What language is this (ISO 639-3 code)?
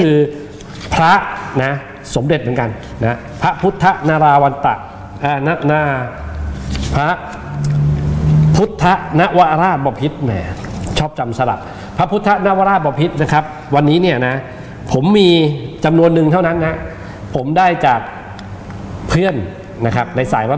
tha